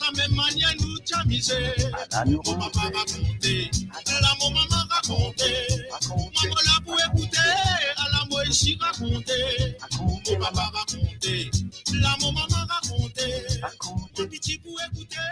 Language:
Morisyen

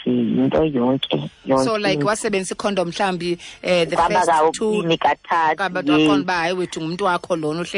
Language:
Xhosa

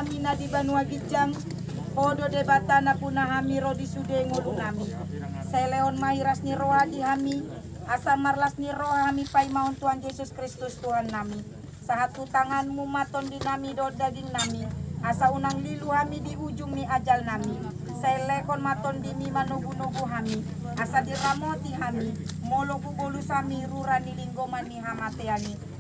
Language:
Batak Toba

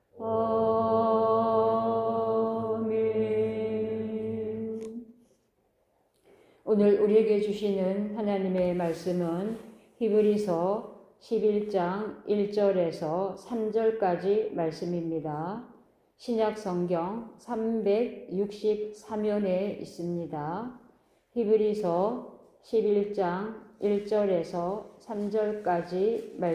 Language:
Korean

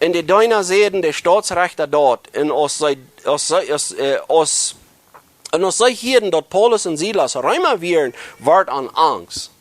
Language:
Plautdietsch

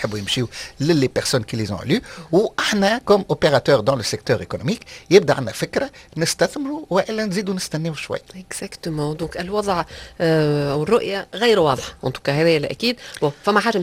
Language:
Tunisian Arabic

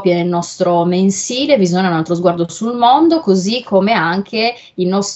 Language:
Italian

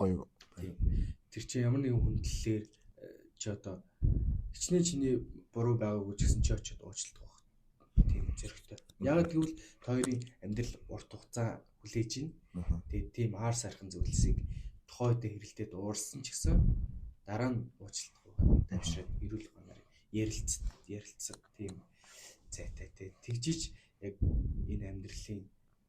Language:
Mongolian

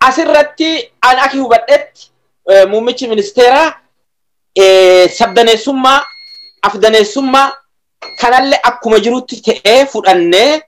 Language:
Oromo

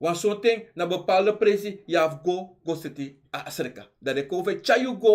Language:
Sranan Tongo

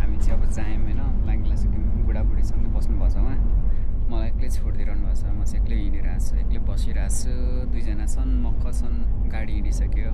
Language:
Nepali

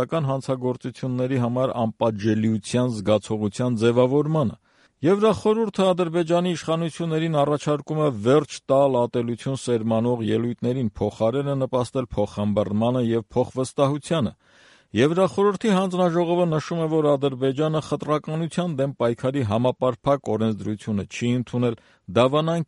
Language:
Armenian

